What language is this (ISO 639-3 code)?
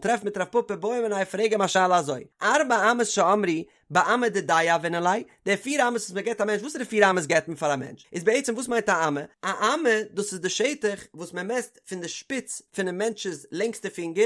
yid